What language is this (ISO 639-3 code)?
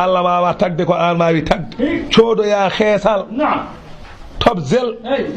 ful